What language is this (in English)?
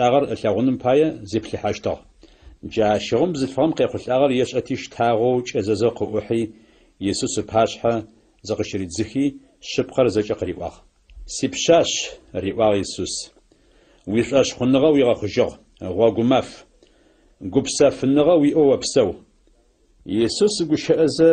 Adyghe